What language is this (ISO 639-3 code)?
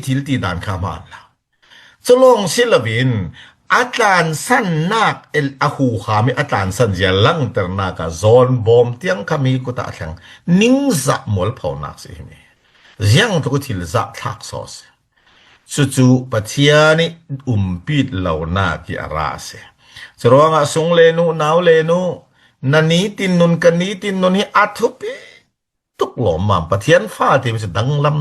cfm